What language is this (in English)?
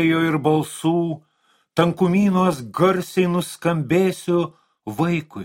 Lithuanian